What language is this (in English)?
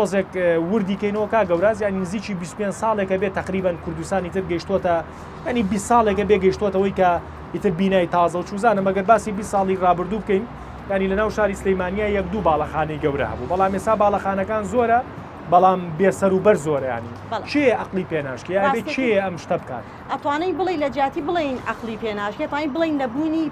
Central Kurdish